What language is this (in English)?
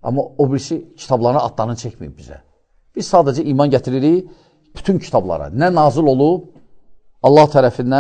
Azerbaijani